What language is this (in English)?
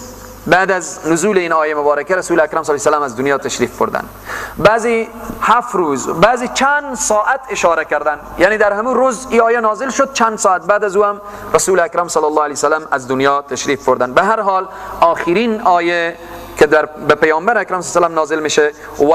Persian